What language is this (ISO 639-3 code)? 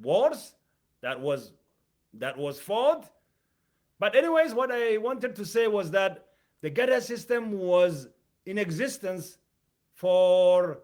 eng